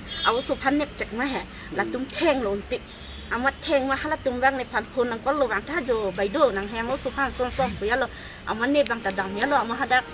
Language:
Karbi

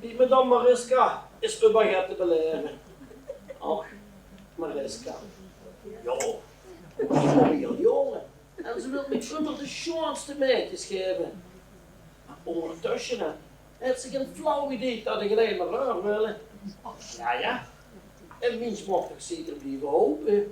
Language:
Limburgish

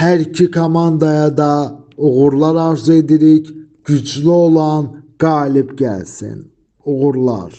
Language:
Azerbaijani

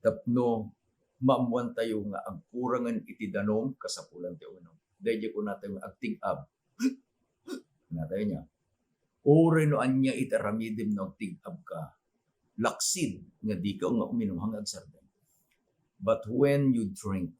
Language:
Iloko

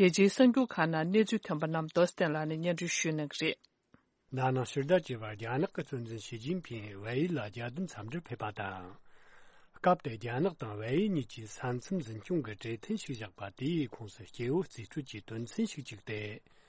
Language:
Tibetan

